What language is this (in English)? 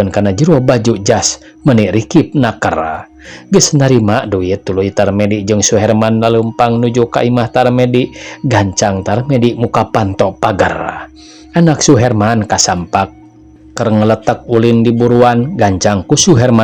Sundanese